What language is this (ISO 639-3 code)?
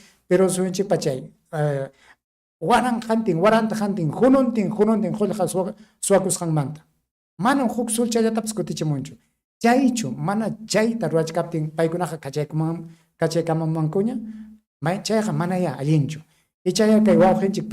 quy